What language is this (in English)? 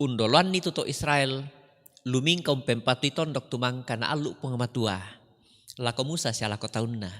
Toraja-Sa'dan